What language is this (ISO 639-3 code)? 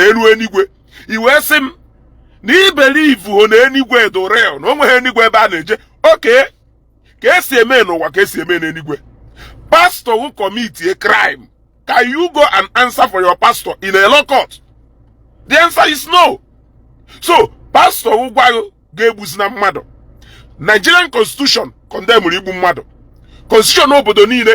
ibo